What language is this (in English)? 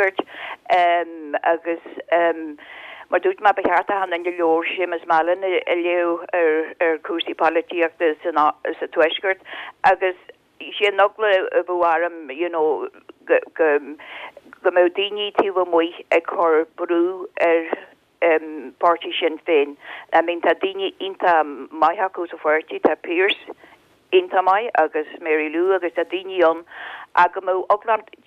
Irish